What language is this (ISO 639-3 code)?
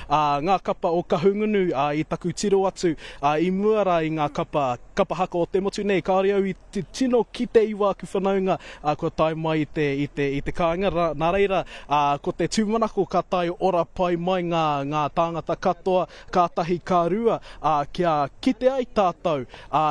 mri